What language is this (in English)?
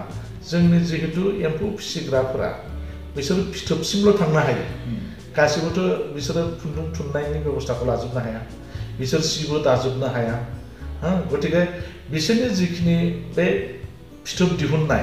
Bodo